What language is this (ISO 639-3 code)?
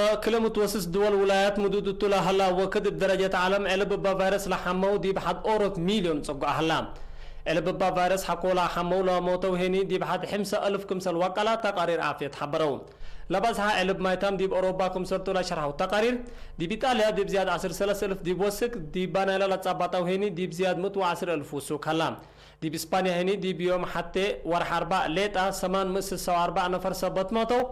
tig